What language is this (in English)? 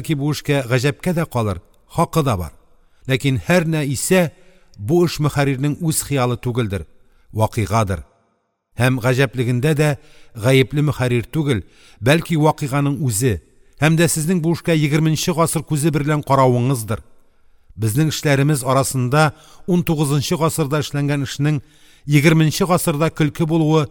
Tatar